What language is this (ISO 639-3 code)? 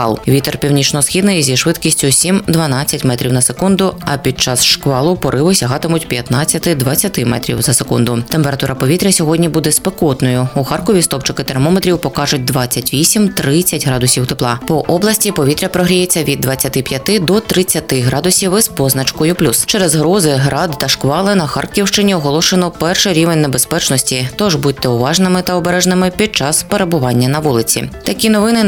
ukr